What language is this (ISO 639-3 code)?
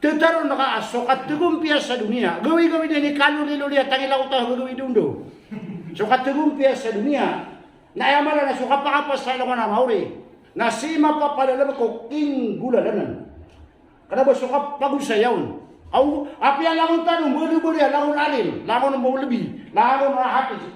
mrw